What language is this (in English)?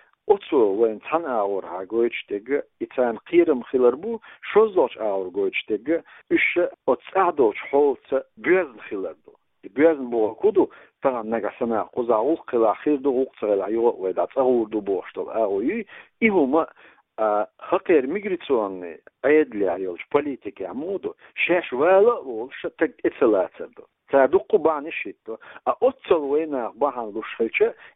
Chechen